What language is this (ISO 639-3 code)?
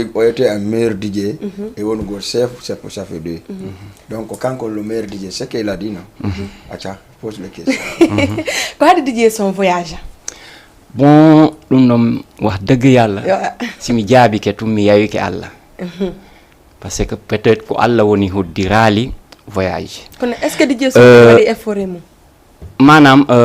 ful